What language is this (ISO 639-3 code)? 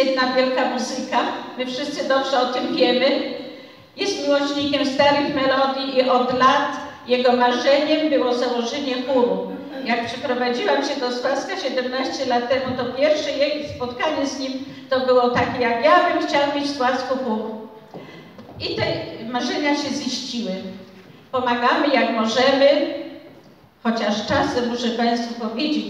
pol